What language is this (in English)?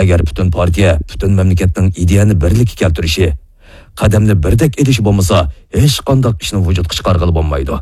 Uyghur